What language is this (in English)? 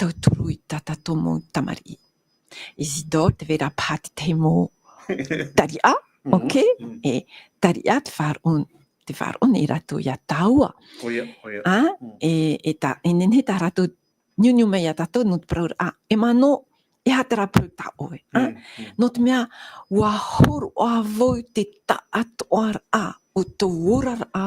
Tahitian